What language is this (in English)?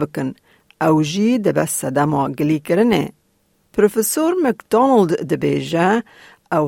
Kurdish